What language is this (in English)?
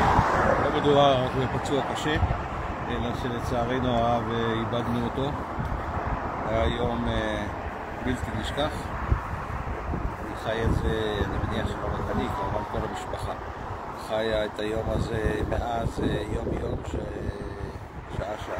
Hebrew